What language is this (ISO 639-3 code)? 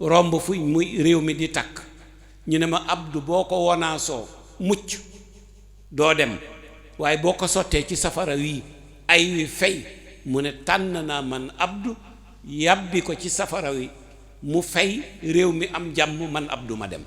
wol